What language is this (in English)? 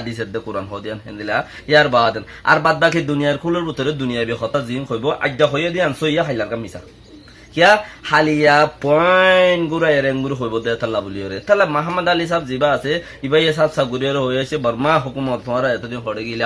Rohingya